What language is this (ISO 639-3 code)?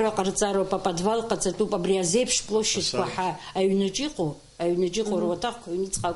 abk